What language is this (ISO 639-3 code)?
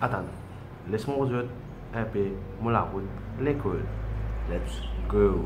mfe